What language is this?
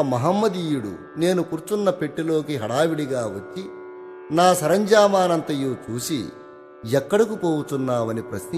Telugu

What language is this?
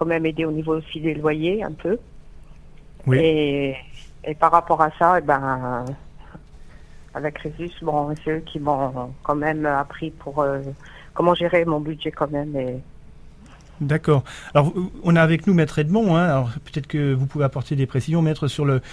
French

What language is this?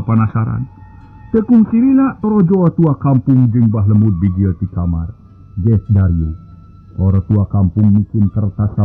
Sundanese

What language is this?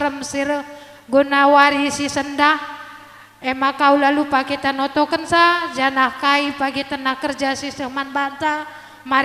Batak Karo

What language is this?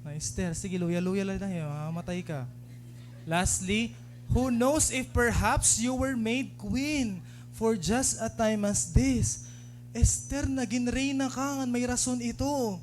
Waray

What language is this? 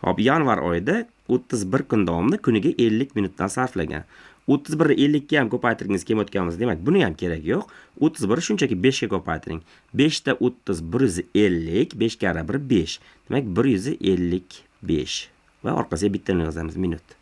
Uzbek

